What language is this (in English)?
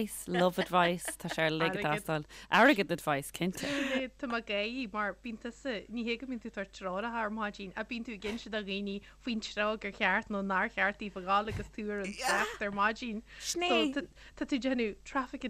Irish